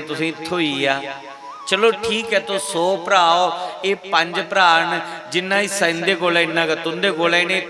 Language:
Dogri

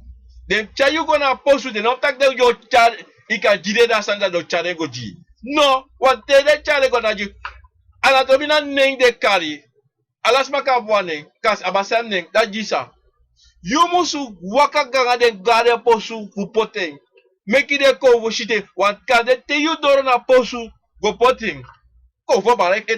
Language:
Sranan Tongo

